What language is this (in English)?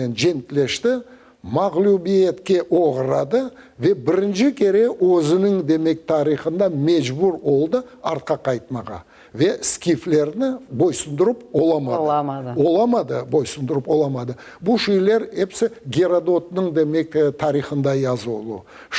Crimean Tatar